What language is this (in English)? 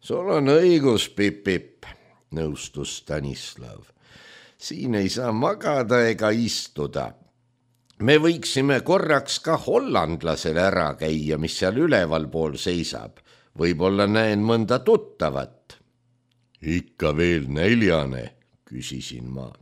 Estonian